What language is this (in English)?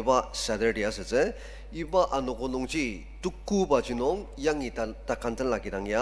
Ao Naga